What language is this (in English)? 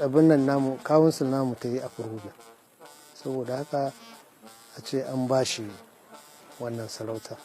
Hausa